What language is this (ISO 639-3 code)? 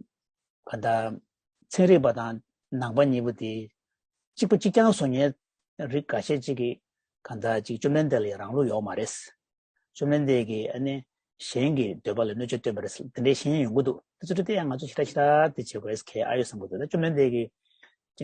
bod